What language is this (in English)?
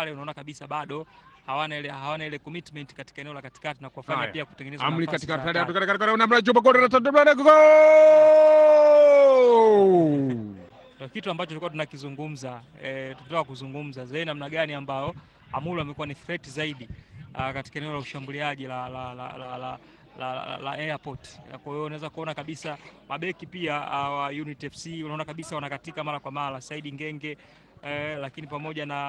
Swahili